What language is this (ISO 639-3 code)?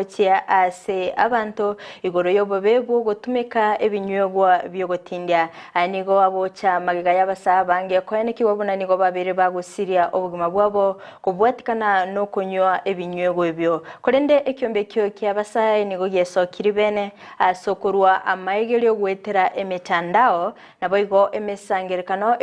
guz